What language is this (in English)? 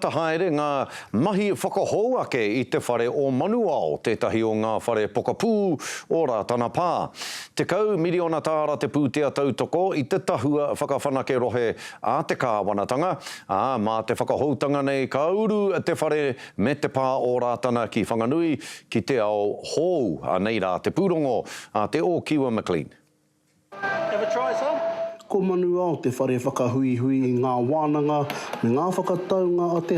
Māori